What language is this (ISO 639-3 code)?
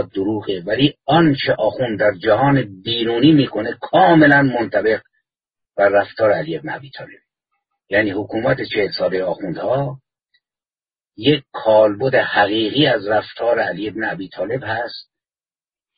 fas